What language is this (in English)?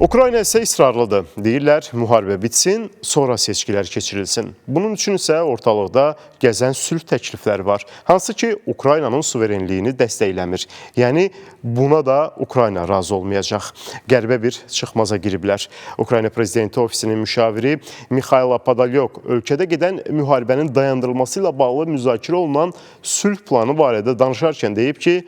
Azerbaijani